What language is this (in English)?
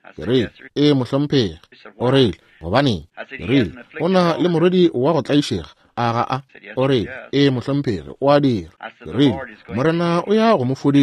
Northern Sotho